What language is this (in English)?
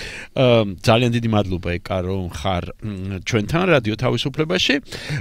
Georgian